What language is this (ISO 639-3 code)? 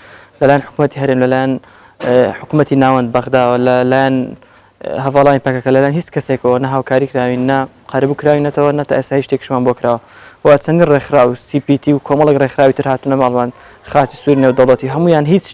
ckb